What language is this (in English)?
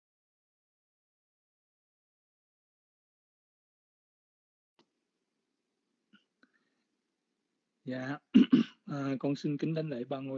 Vietnamese